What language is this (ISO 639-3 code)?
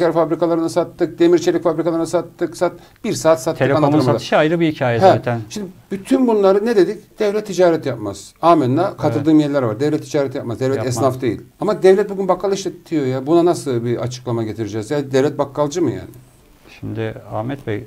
tur